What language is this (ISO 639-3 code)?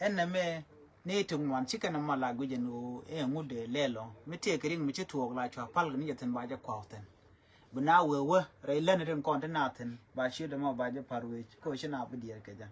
nus